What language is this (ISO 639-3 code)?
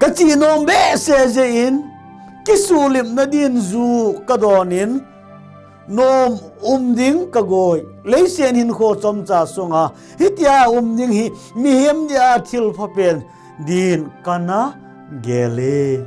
tcz